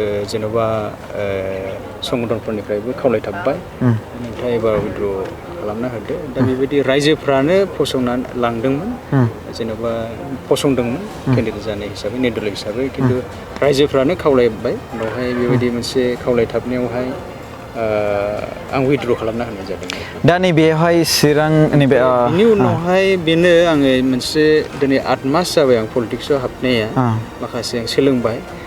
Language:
Bodo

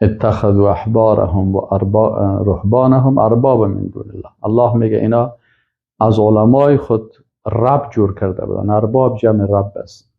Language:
Persian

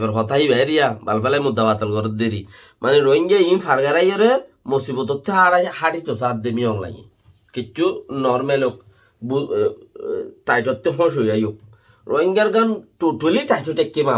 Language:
Rohingya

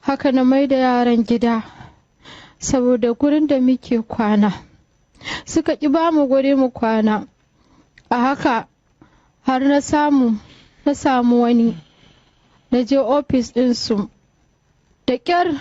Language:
Hausa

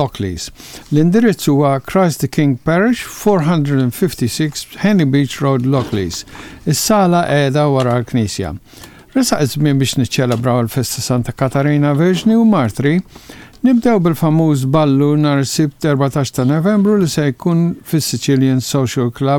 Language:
Maltese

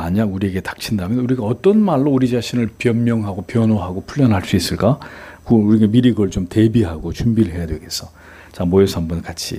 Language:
Korean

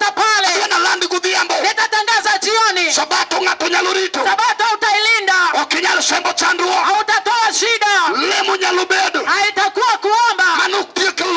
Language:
Luo (Kenya and Tanzania)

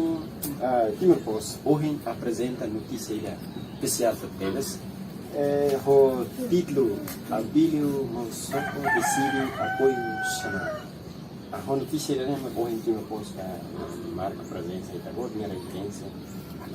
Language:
Tetum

